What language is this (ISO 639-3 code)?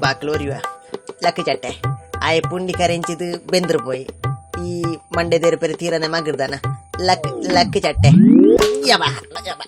tcy